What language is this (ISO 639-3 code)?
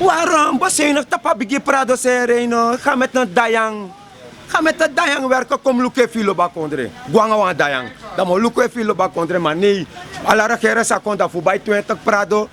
srn